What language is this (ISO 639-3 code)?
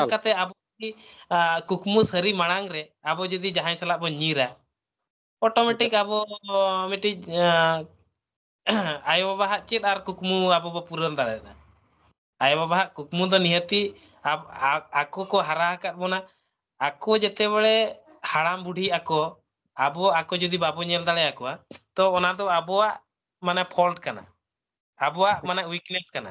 sat